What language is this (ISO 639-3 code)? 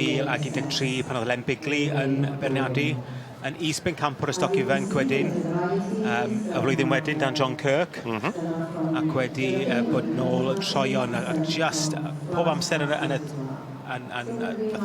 cym